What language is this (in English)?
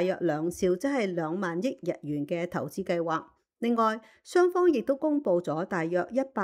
Cantonese